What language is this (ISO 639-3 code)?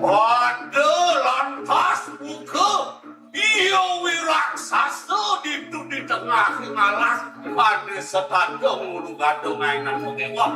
ban